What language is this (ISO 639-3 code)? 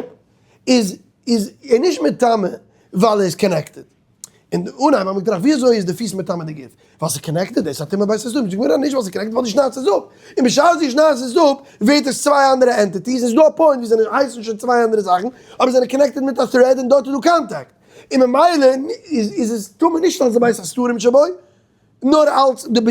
yid